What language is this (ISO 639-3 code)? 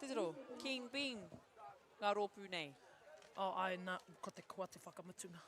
mri